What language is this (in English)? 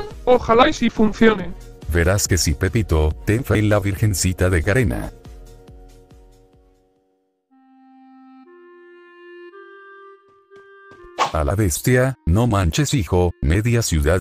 Spanish